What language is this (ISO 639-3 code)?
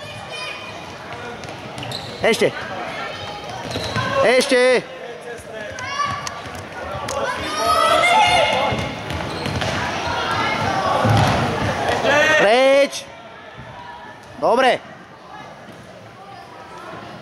slk